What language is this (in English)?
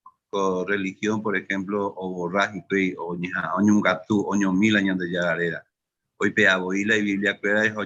Guarani